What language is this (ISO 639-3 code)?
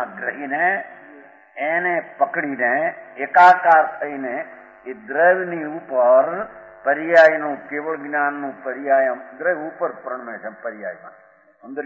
guj